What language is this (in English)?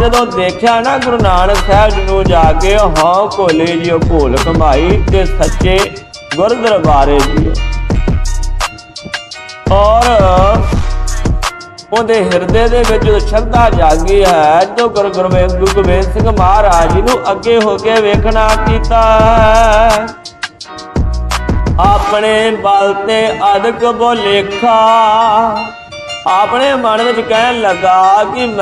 Punjabi